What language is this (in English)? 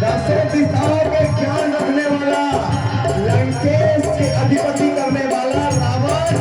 Chhattisgarhi